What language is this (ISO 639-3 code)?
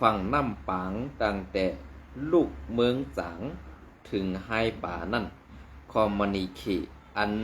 shn